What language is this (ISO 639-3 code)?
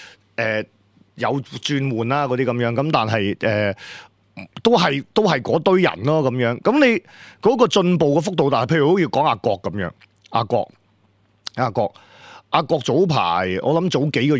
yue